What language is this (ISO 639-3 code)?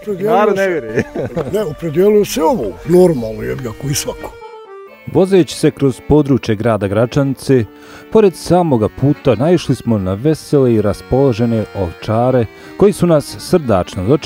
bos